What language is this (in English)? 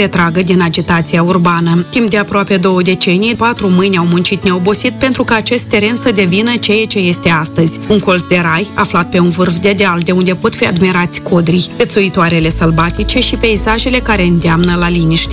Romanian